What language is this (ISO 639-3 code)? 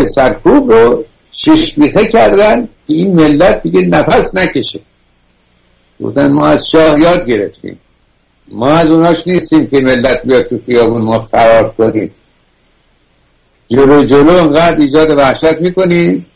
fas